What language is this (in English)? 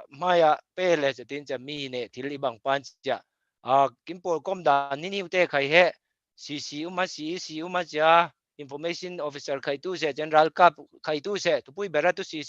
Falam Chin